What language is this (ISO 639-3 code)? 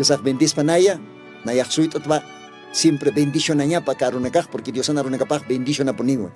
aym